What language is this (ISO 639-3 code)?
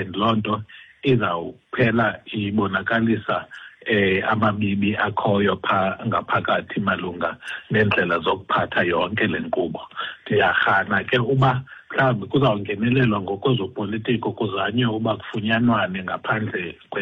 xho